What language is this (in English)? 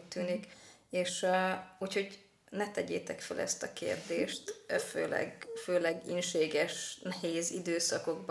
Hungarian